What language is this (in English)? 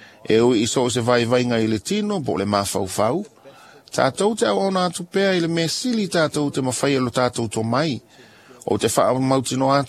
Samoan